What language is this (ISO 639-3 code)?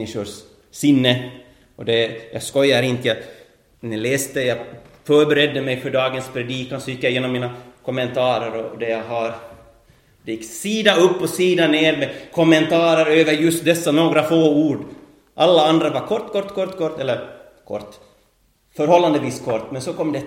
swe